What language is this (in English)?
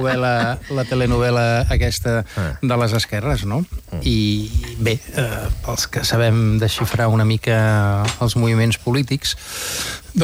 Catalan